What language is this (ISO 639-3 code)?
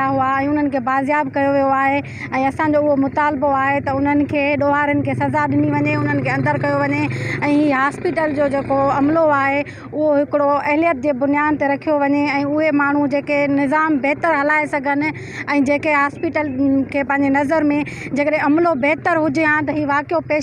snd